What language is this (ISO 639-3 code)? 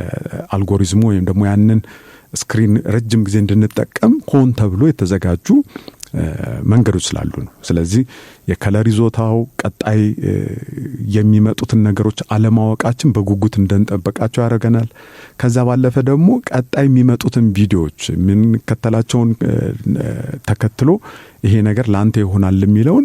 amh